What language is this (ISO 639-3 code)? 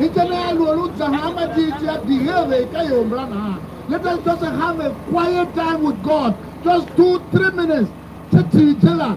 tiv